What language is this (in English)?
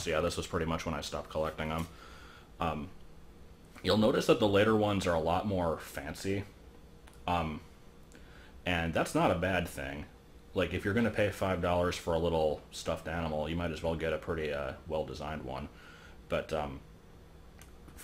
English